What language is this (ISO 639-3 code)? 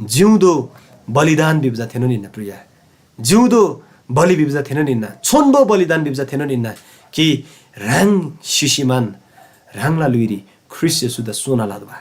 taj